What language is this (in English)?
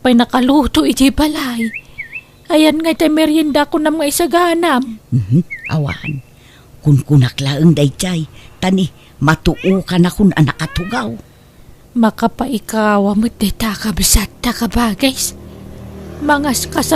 Iloko